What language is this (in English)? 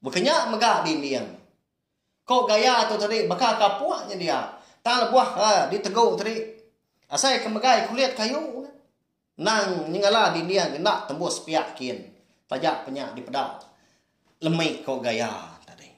Iban